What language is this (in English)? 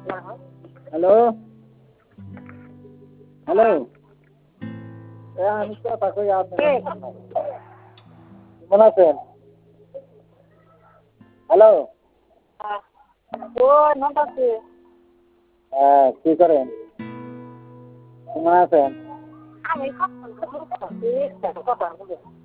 Bangla